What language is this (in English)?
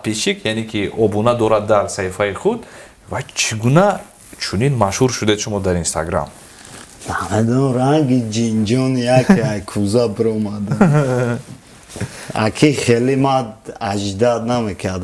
Tajik